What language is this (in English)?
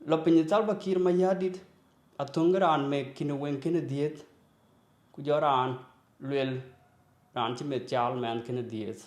Dinka